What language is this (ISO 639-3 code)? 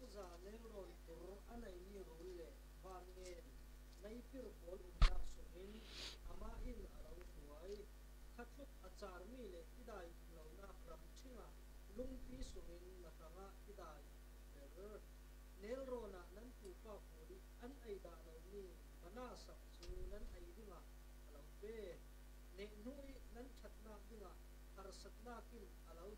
cfm